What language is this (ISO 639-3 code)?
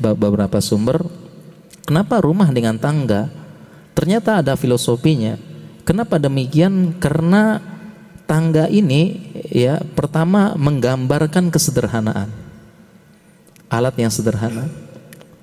ind